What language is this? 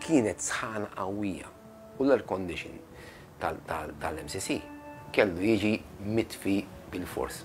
Maltese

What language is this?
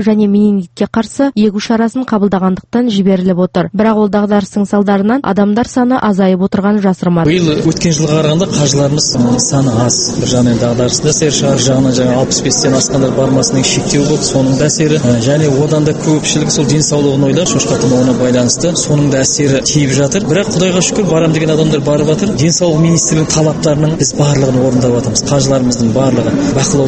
Kazakh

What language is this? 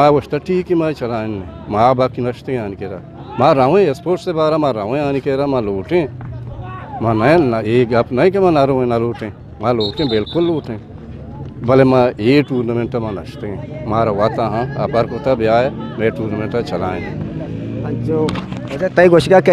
Eastern Balochi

